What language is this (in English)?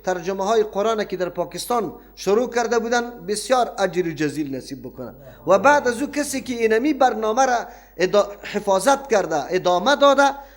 Persian